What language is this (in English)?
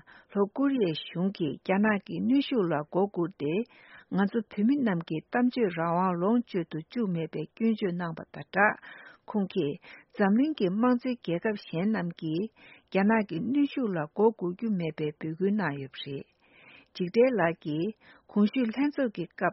Tibetan